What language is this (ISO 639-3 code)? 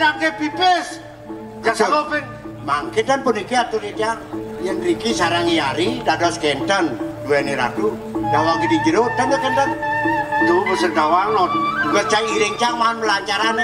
ban